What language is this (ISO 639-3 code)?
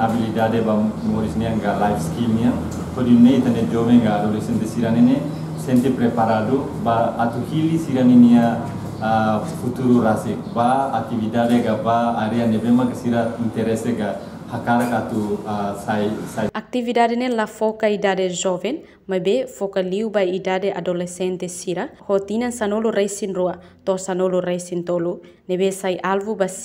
tet